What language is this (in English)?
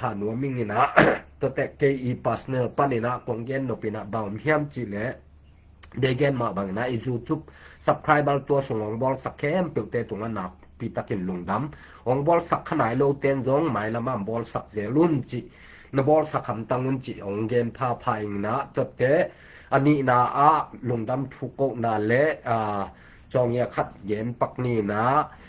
Tedim Chin